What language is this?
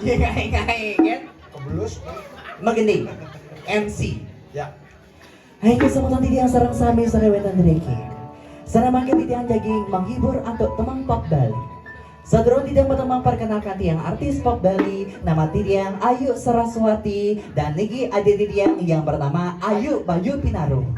Balinese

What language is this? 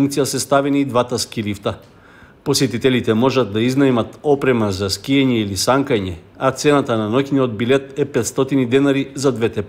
Macedonian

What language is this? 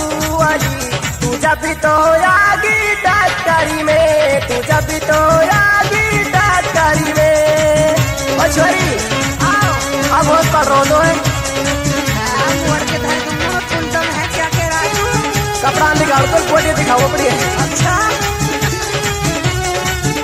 Haryanvi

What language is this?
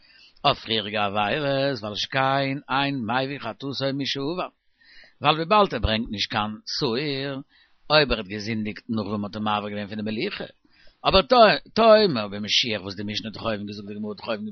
Yiddish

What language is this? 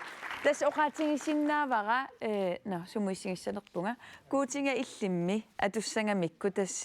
Kalaallisut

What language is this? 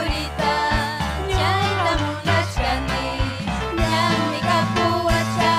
Ayacucho Quechua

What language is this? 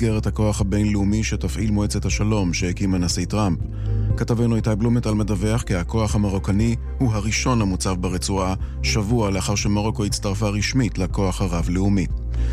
Hebrew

